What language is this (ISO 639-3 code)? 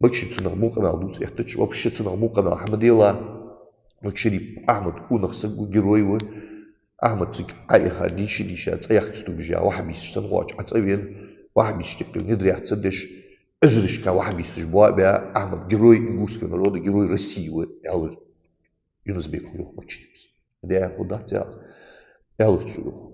inh